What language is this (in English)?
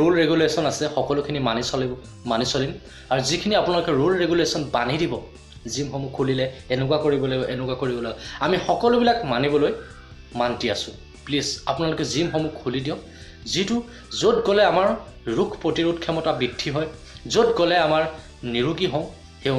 Assamese